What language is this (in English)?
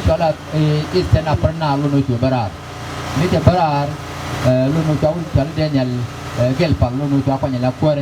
Nuer